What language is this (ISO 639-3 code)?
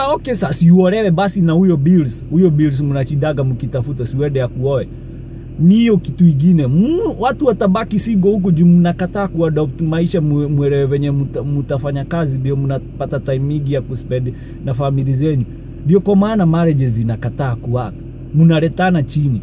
swa